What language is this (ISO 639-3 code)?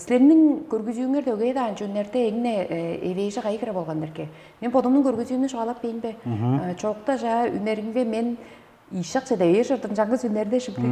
tyv